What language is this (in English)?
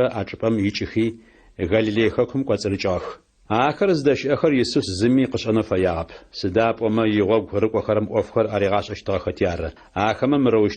Adyghe